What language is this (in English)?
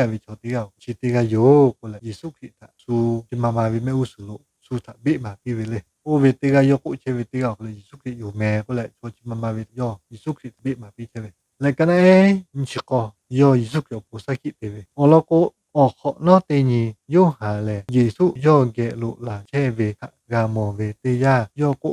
Lahu